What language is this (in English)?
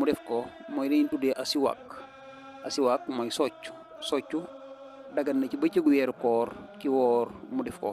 Wolof